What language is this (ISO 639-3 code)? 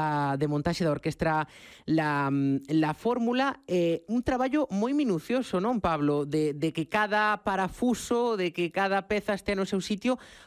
glg